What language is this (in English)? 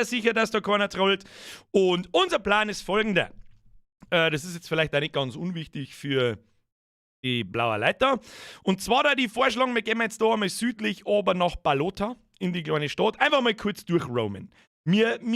Bavarian